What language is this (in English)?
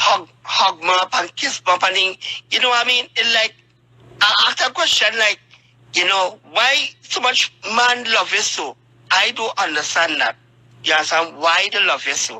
Jamaican Creole English